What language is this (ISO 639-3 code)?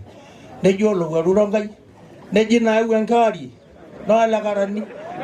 mas